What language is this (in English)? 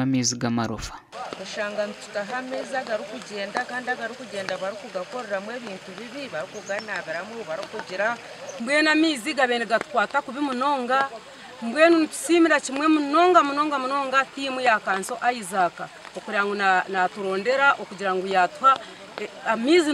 Nyankole